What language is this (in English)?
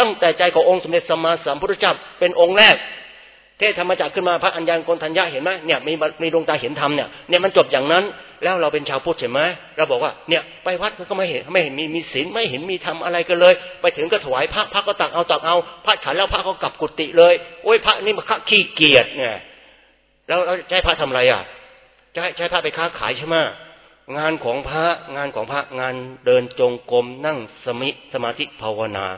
Thai